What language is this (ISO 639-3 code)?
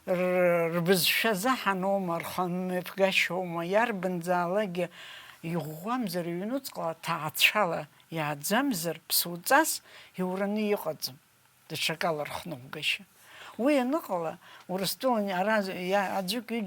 abk